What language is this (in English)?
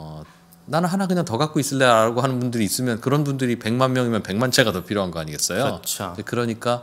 Korean